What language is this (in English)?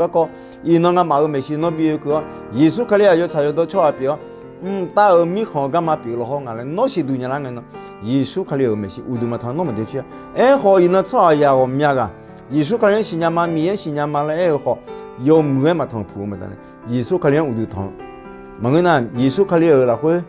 Akha